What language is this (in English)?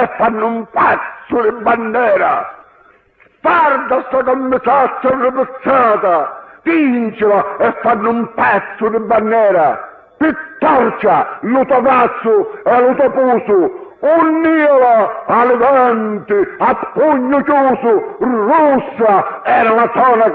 Sicilian